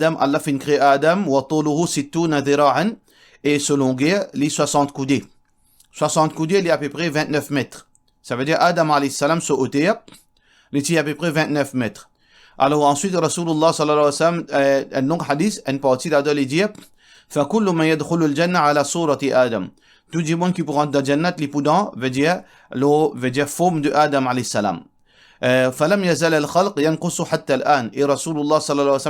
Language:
Morisyen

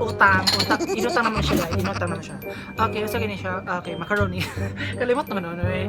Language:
Cebuano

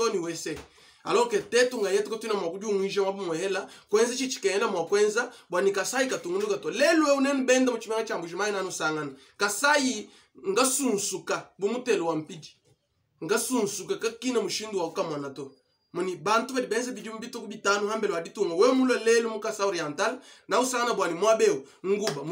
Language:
Luba-Lulua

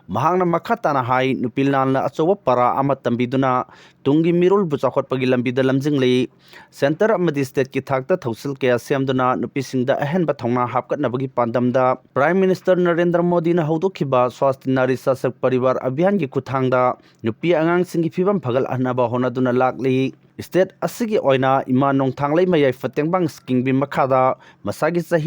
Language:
Manipuri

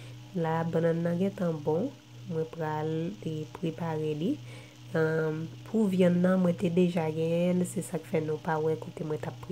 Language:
Haitian Creole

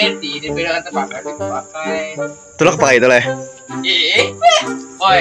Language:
Banjar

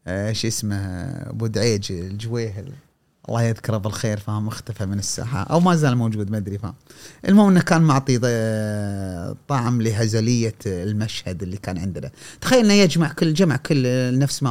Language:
Gulf Arabic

